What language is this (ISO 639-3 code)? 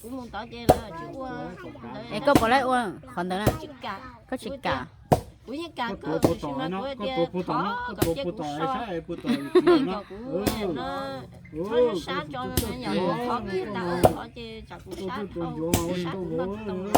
hmn